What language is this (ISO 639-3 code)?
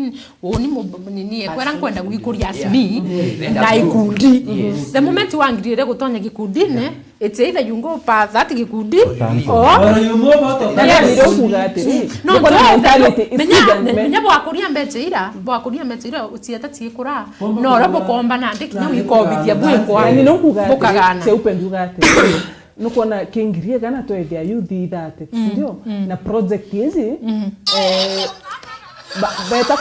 mer